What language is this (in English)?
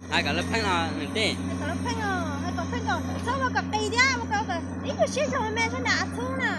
Hmong